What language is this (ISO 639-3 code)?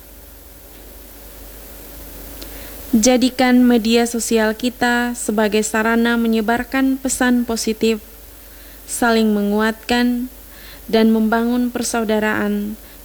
ind